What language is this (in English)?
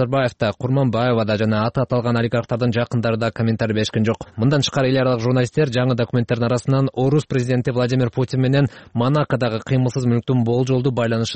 Kyrgyz